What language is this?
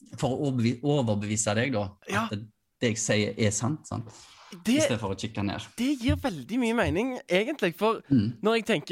Norwegian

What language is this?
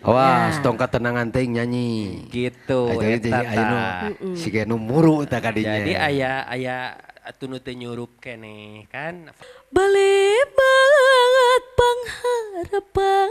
Sundanese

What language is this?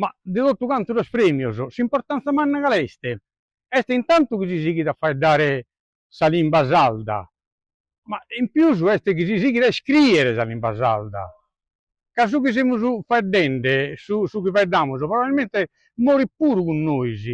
Sardinian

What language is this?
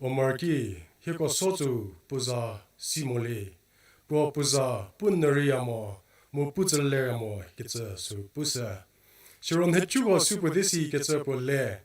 Angami Naga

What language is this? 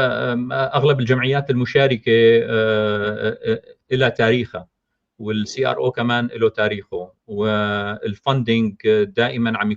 North Levantine Arabic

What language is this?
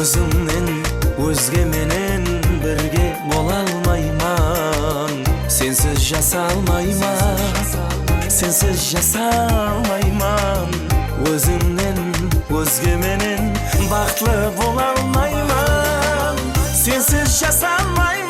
Kara-Kalpak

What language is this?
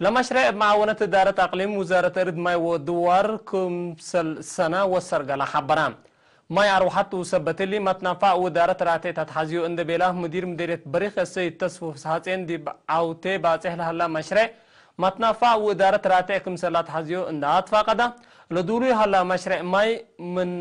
Tigre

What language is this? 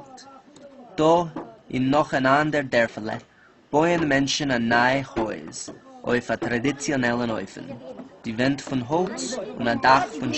Yiddish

